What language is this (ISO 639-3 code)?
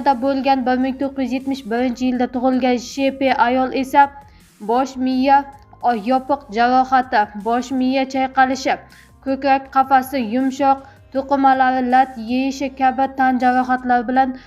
uzb